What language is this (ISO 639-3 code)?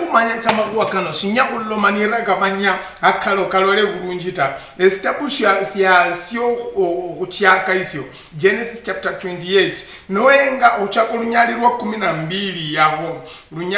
luy